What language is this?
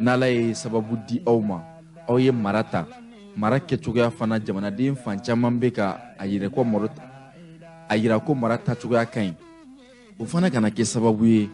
Bambara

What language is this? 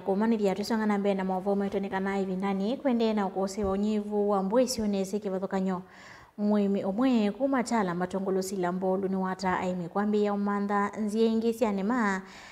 Kamba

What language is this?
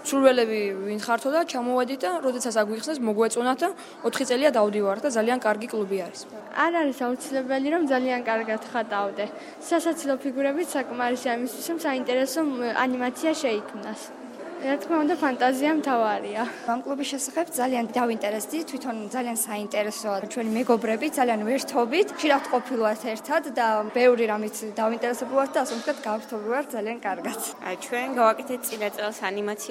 Georgian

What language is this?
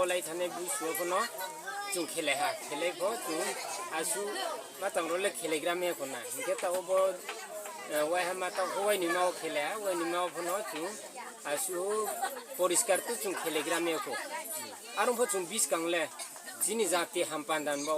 Riang (India)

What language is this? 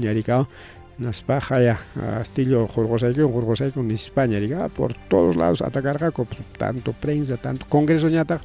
Ayacucho Quechua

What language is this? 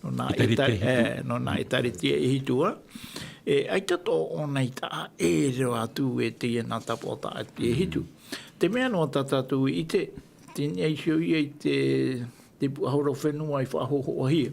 Tahitian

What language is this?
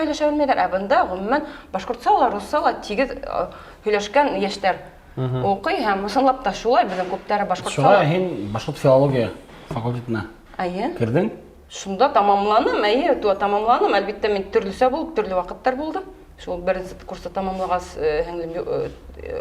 Bashkir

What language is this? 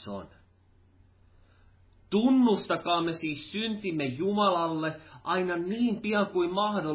Finnish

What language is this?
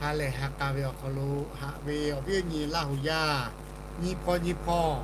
Lahu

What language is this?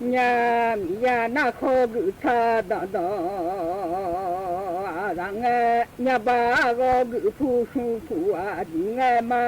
Akha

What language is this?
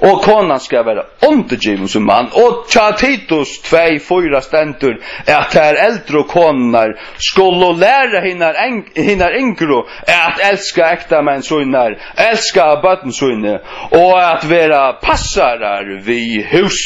Faroese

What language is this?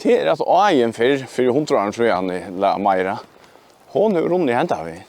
Faroese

